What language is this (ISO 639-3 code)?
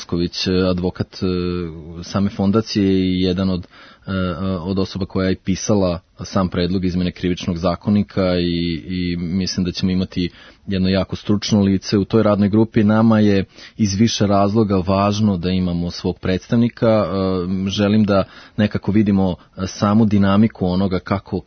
srp